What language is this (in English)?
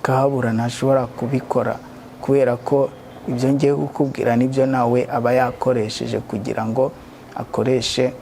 Kinyarwanda